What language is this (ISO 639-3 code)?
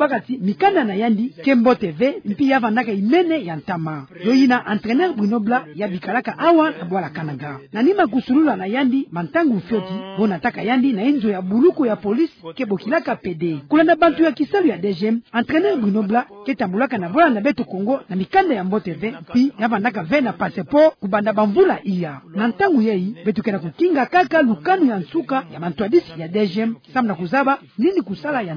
ktu